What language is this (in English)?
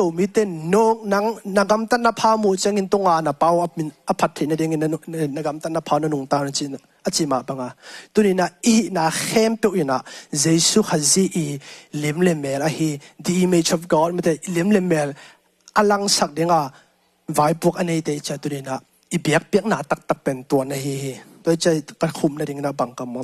Tedim Chin